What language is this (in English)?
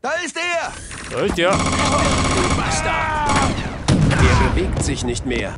Bavarian